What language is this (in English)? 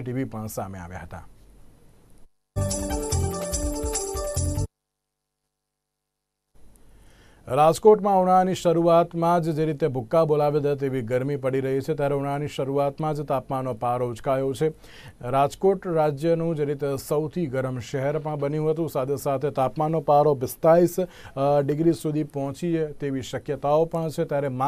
Gujarati